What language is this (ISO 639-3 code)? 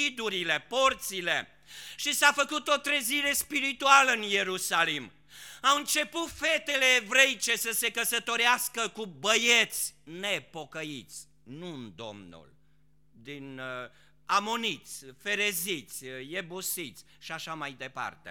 ron